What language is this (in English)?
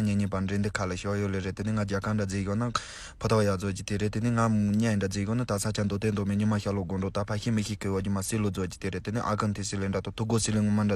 Tibetan